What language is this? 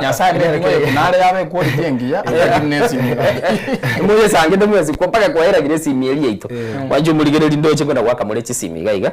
Gusii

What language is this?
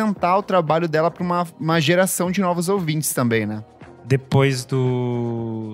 Portuguese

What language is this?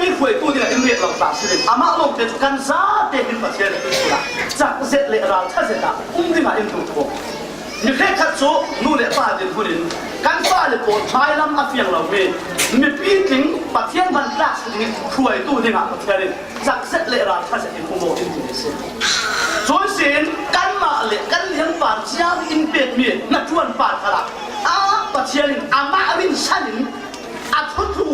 Falam Chin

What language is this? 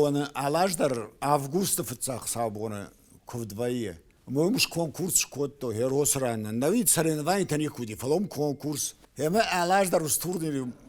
Ossetic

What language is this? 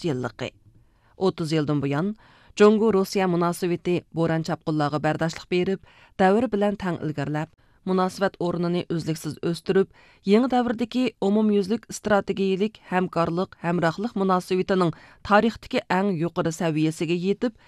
Uyghur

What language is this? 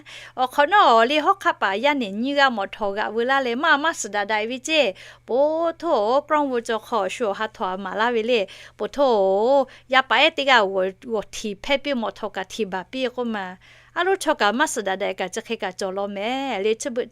Lahu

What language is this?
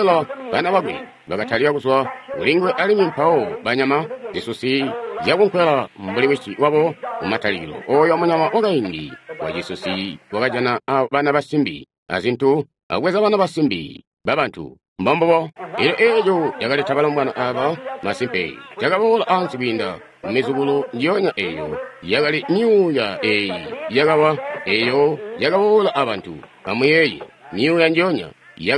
Tonga (Zambia)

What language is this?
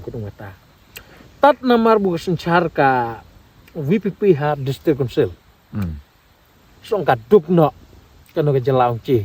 Khasi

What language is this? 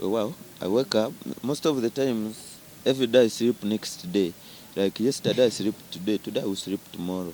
Nyankole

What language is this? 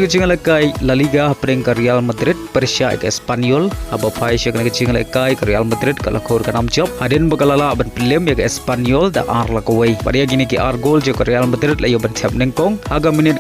Khasi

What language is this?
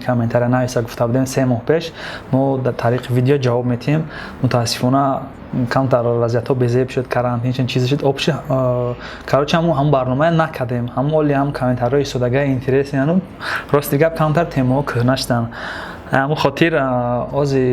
Tajik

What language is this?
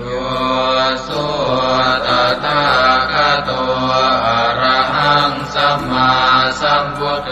Pali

